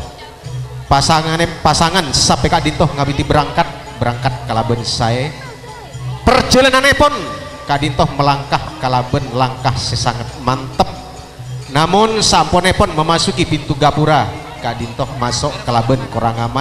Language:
Madurese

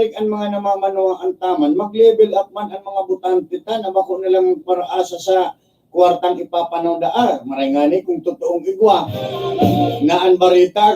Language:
Bikol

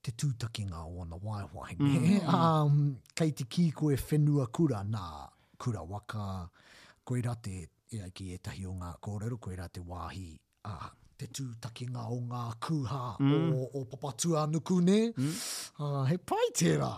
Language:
Māori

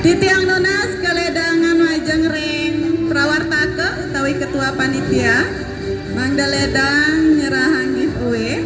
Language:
Balinese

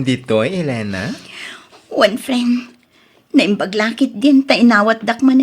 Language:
Iloko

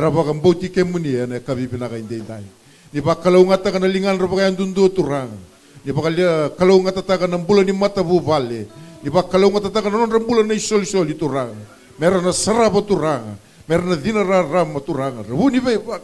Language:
Fijian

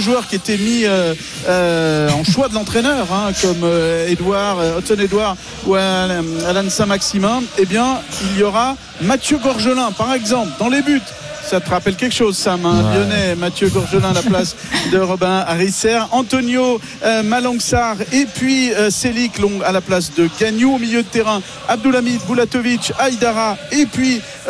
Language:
French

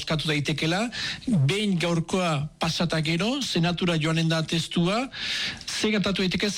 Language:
Basque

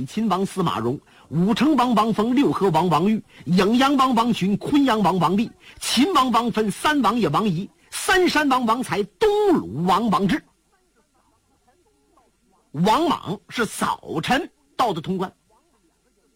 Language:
Chinese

